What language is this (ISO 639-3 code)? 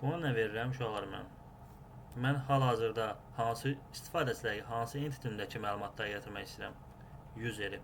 aze